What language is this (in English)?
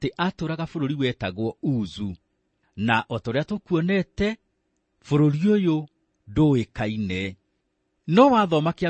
Kikuyu